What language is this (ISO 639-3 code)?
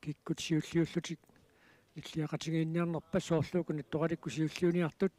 kal